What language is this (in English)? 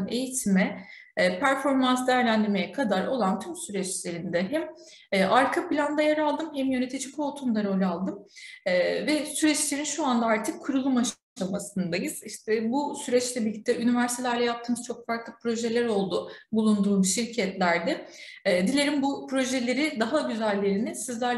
Turkish